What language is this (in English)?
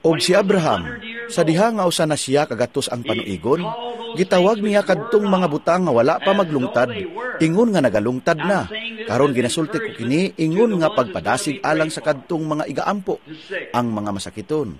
Cebuano